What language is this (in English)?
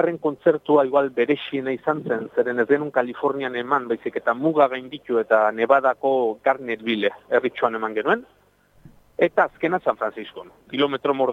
Basque